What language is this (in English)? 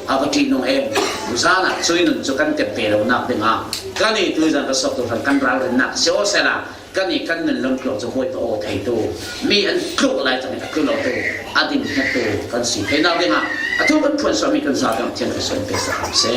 Falam Chin